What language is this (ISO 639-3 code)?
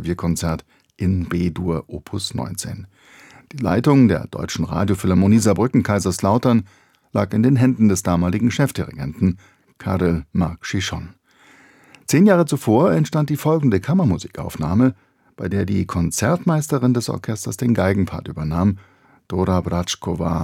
deu